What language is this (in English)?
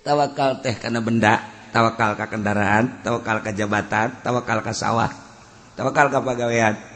Sundanese